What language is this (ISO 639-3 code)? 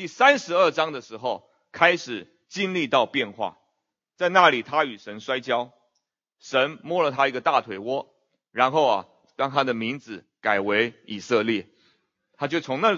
zho